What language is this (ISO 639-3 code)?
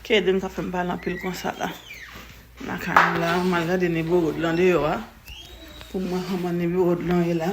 hat